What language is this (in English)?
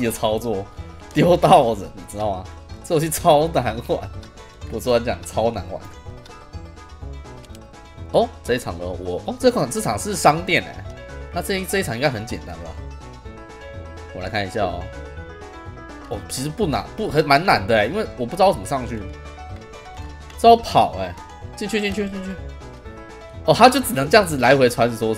Chinese